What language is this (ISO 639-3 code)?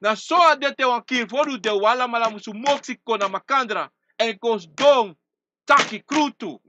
srn